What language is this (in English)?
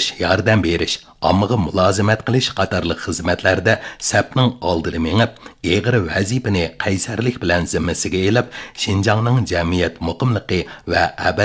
Uyghur